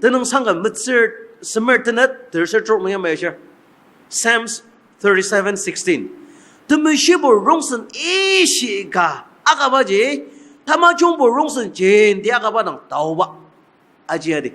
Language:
Ao Naga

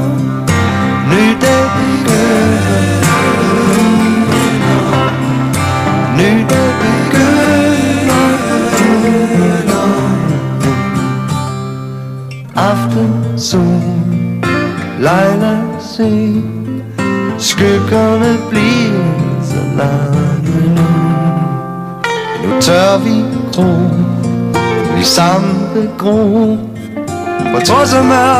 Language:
Danish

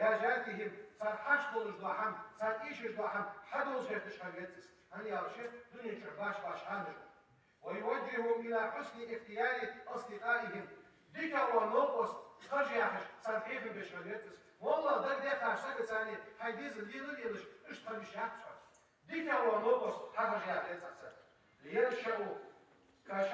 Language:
Ingush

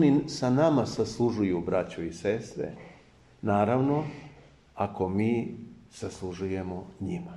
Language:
Serbian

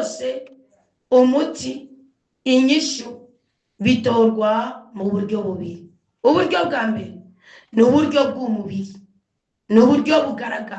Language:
Rundi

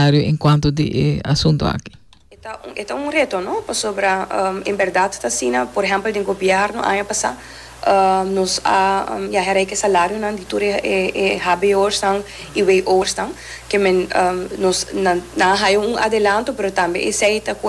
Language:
Papiamento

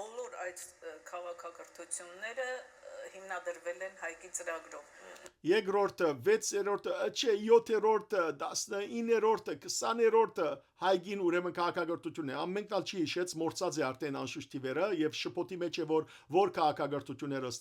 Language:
Western Armenian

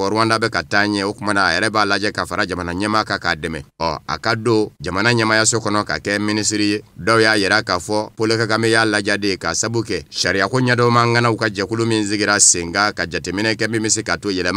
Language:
Bambara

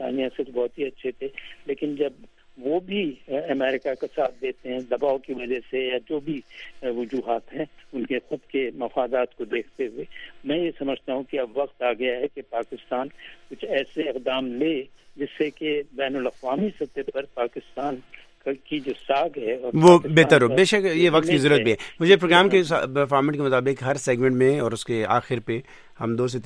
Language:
Urdu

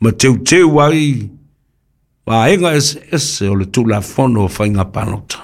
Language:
Samoan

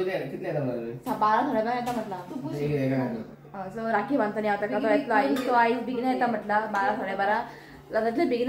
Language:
Konkani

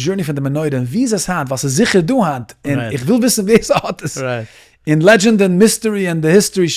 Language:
Yiddish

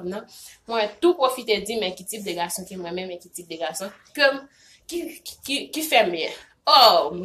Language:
Haitian Creole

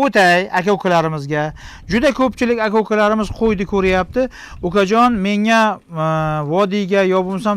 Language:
Uzbek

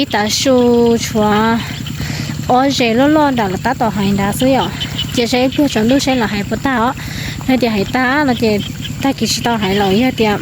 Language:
Hmong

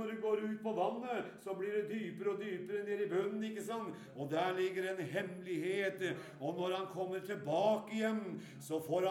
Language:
Norwegian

